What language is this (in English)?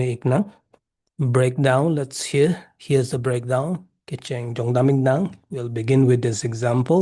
Karbi